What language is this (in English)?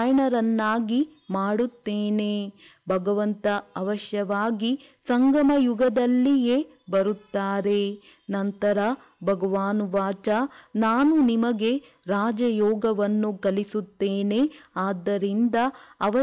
Kannada